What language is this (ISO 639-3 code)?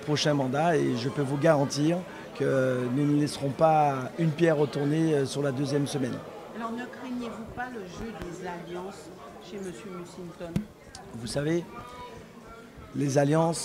fra